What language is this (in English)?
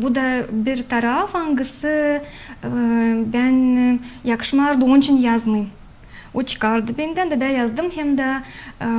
Gagauz